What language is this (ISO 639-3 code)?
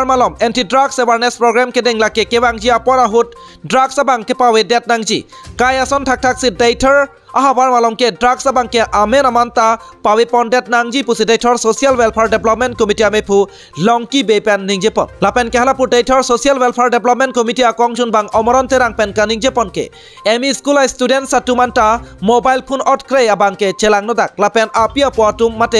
mjw